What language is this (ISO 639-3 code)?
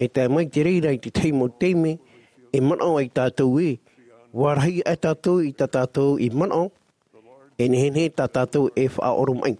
tah